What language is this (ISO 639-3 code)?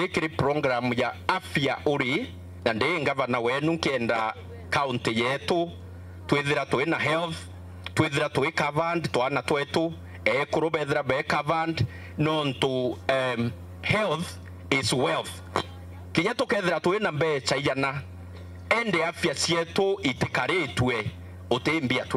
mer